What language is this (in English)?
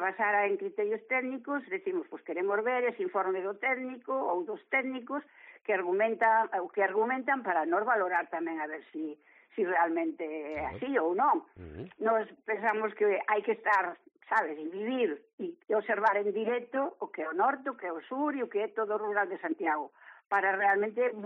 Galician